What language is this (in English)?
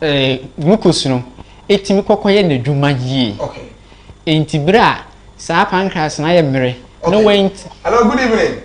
Akan